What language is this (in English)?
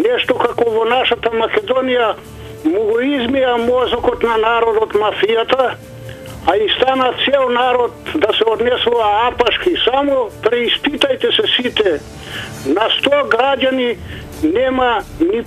Macedonian